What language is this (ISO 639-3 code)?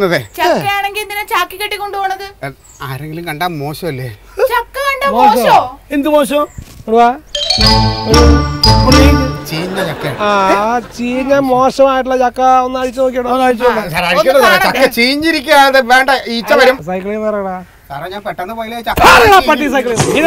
mal